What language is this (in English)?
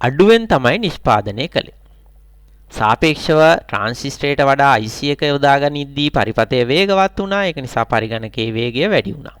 Sinhala